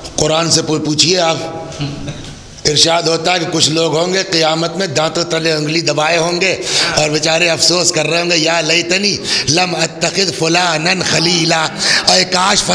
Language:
Urdu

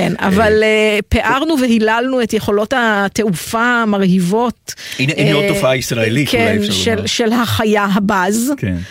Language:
Hebrew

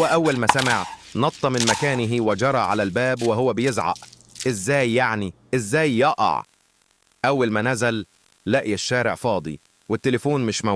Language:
Egyptian Arabic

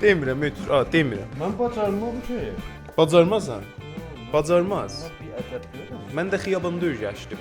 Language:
South Azerbaijani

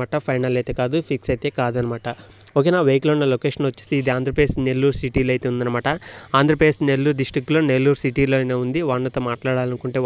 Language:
Telugu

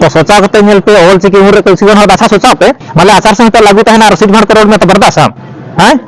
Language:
Santali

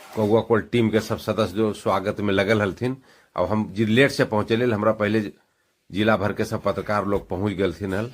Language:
Magahi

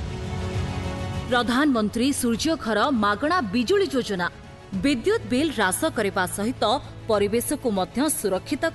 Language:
Odia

